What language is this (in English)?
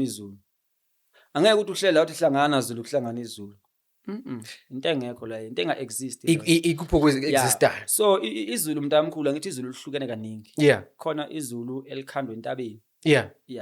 Zulu